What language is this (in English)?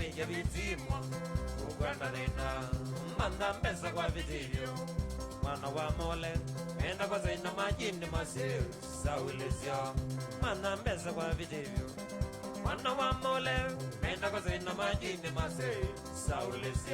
Kamba